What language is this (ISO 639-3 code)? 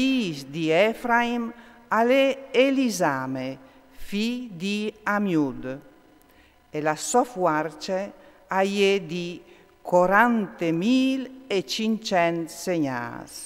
fur